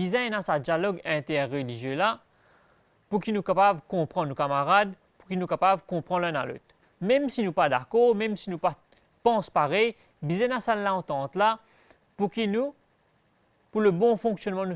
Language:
Morisyen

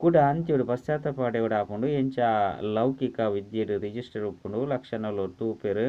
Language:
Tulu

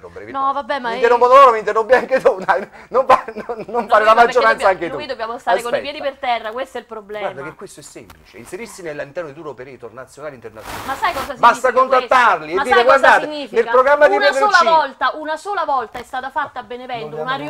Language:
Italian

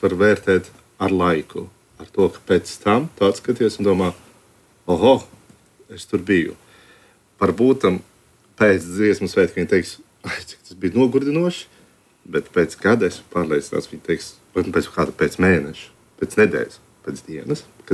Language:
Latvian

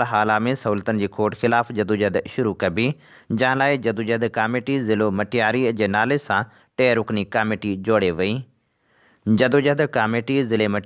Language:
Sindhi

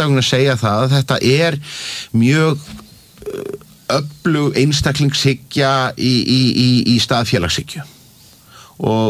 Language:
Icelandic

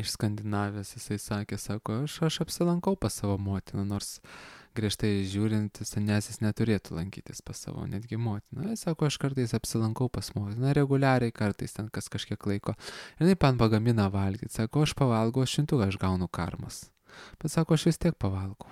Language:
Lithuanian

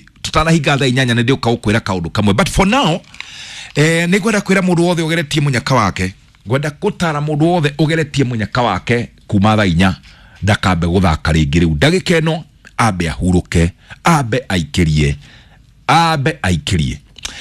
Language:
Kikuyu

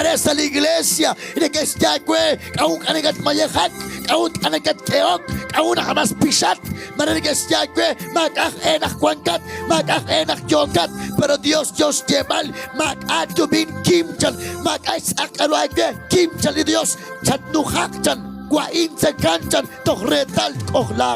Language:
Kekchí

